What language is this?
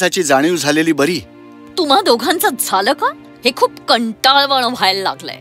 Marathi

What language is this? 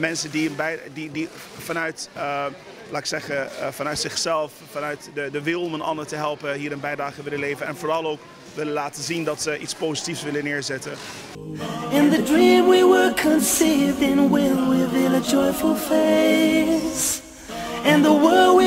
Dutch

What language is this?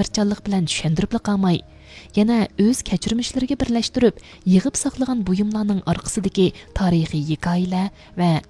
Uyghur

